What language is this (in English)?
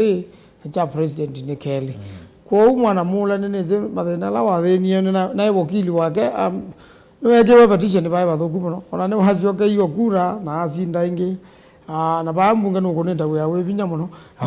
Kamba